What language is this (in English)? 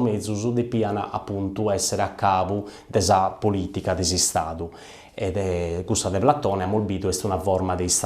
Sardinian